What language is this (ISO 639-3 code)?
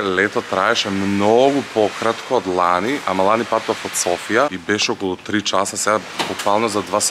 mkd